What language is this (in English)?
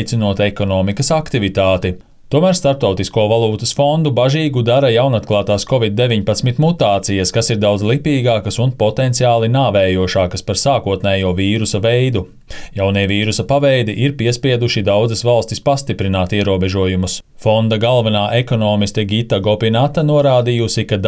Latvian